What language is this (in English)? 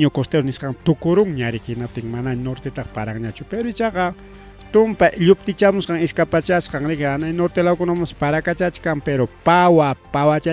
Ayacucho Quechua